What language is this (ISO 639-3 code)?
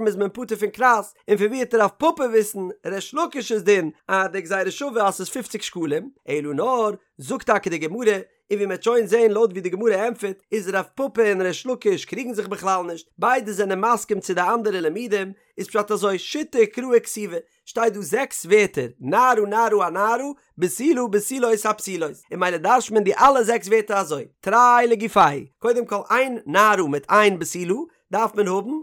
yid